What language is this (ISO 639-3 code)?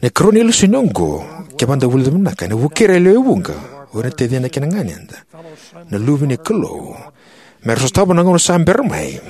fij